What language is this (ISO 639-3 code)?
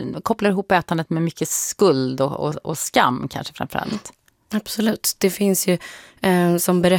swe